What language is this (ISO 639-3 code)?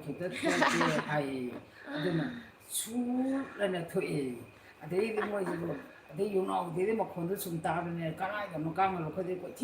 mni